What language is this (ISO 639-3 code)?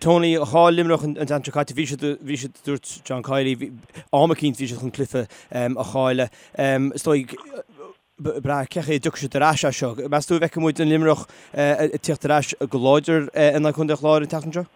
gle